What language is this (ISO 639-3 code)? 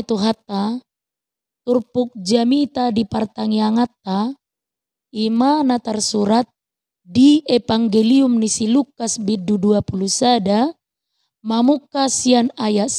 bbc